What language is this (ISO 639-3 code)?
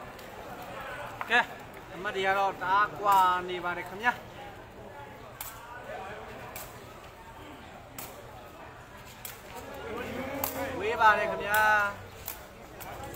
mya